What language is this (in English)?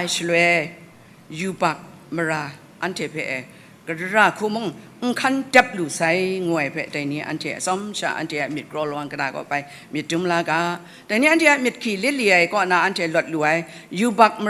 Kachin